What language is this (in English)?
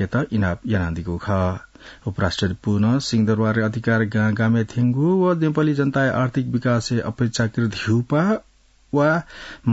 Newari